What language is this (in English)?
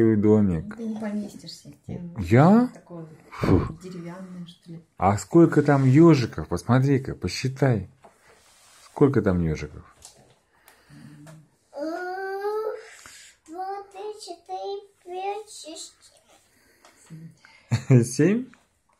Russian